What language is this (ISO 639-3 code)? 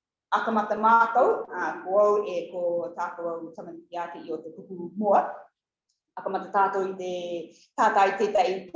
rar